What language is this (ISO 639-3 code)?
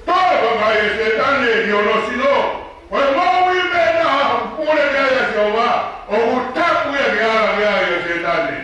ton